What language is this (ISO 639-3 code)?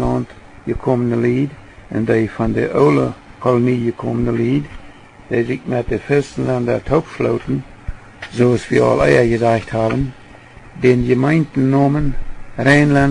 pdt